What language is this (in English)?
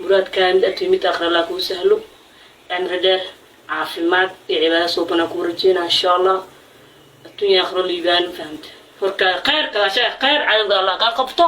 Somali